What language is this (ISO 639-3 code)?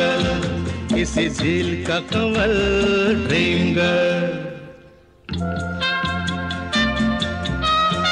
hin